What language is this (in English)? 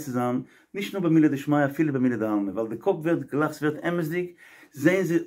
Yiddish